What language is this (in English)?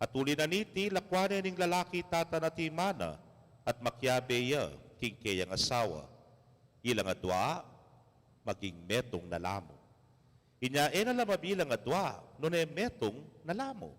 Pampanga